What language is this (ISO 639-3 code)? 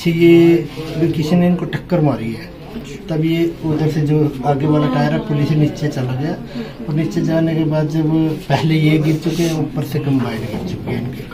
hin